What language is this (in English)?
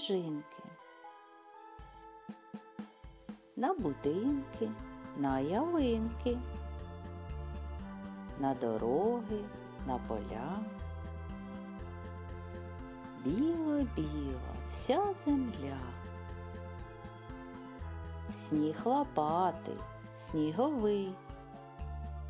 Ukrainian